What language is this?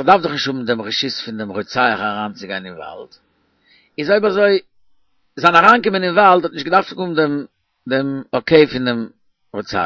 Yiddish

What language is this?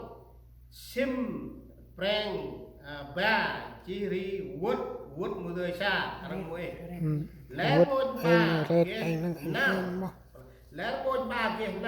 Central Mnong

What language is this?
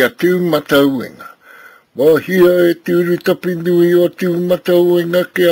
Māori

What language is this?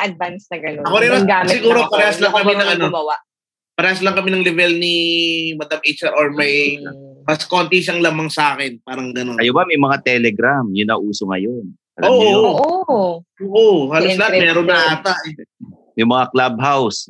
Filipino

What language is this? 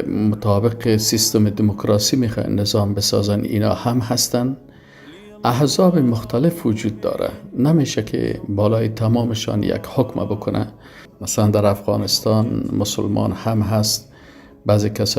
Persian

